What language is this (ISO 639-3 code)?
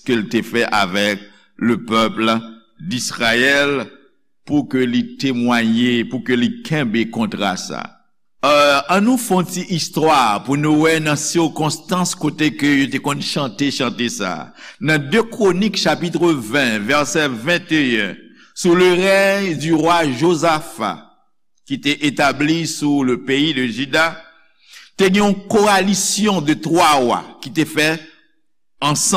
hat